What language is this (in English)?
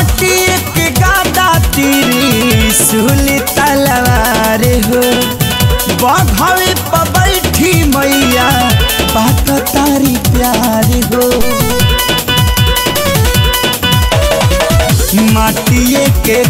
Bhojpuri